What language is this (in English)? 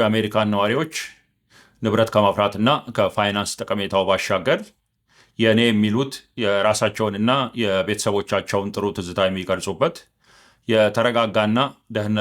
Amharic